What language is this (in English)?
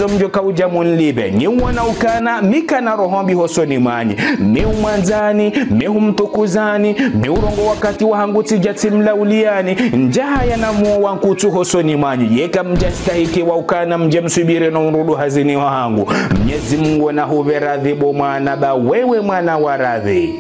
Ngazidja Comorian